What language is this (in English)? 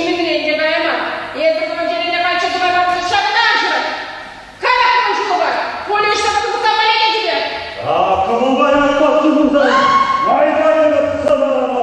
Chuvash